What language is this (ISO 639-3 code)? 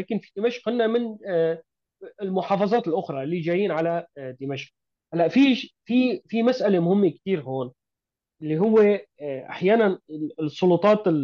apc